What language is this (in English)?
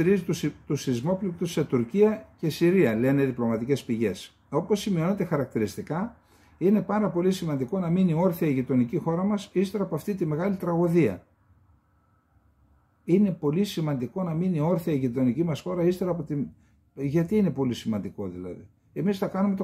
Greek